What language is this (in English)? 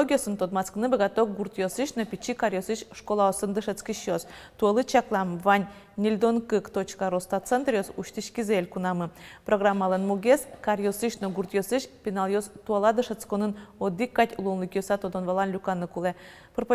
Udmurt